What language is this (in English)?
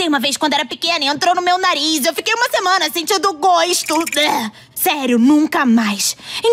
Portuguese